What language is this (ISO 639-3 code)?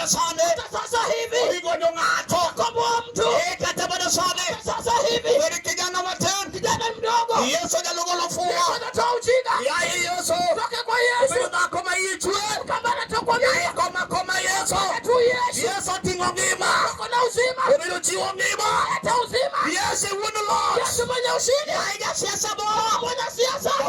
luo